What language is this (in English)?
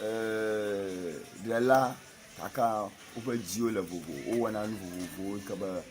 Ewe